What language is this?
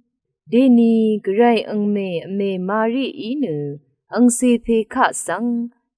Rawang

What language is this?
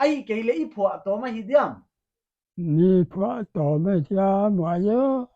Paite Chin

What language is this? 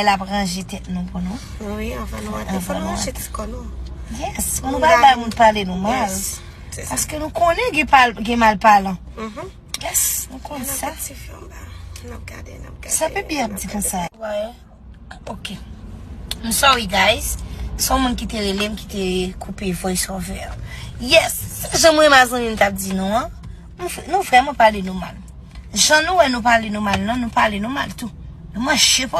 Haitian Creole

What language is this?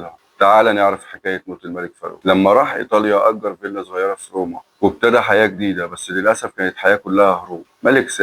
Egyptian Arabic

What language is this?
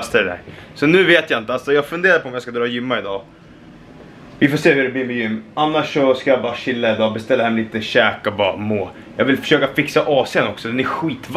Swedish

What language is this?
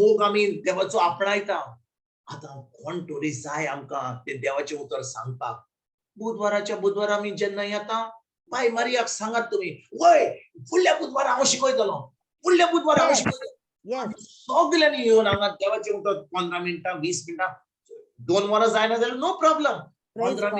Konkani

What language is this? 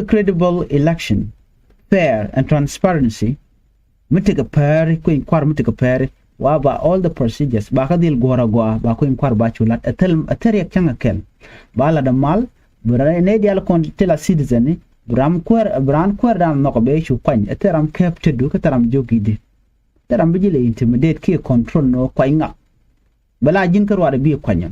Nuer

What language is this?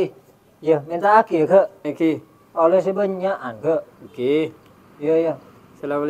Madurese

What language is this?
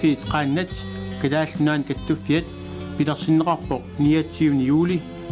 Kalaallisut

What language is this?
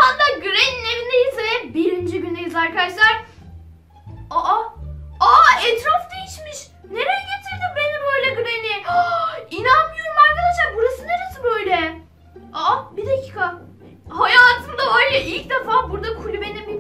Turkish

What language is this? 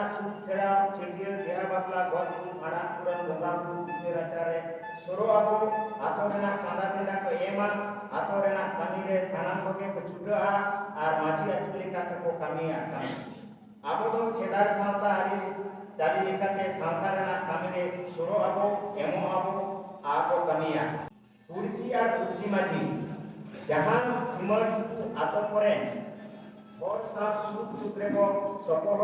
Santali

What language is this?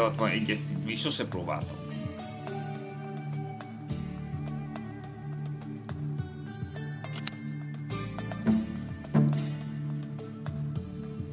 Hungarian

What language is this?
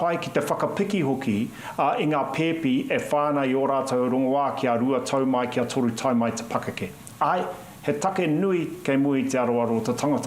Māori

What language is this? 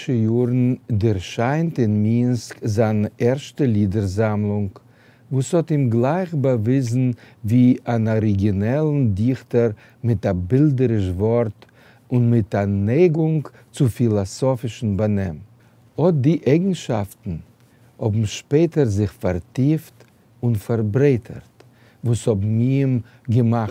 Yiddish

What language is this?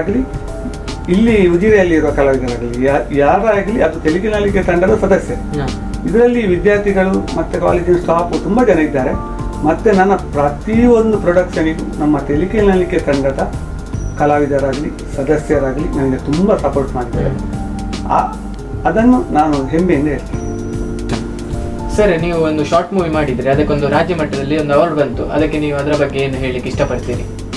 Kannada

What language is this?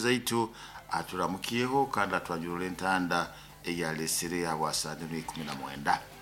Nyoro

